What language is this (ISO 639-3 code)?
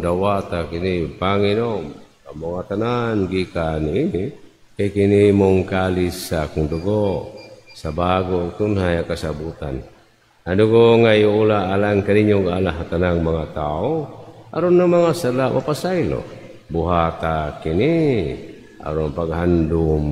ceb